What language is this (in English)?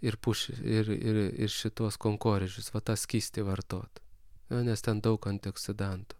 Lithuanian